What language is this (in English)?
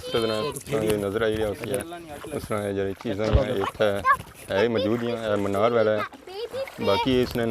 Pahari-Potwari